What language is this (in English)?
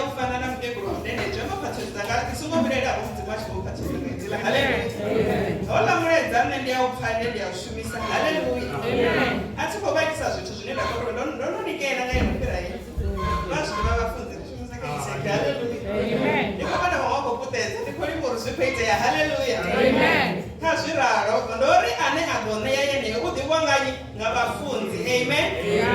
Venda